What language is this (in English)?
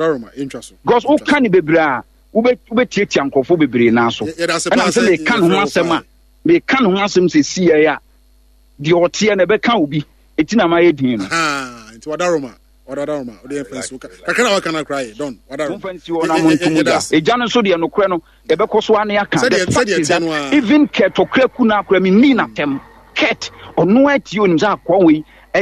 Akan